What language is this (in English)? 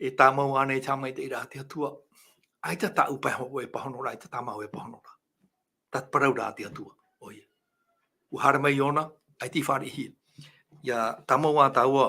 Tahitian